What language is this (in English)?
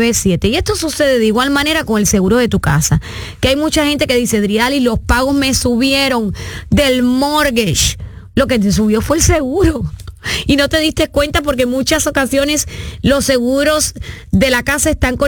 Spanish